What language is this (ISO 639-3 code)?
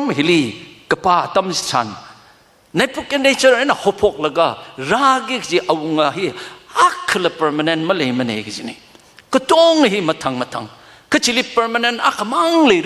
nmf